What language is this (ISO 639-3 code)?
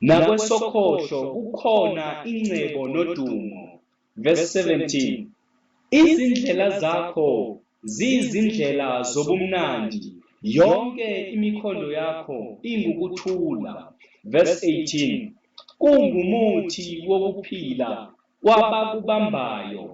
zul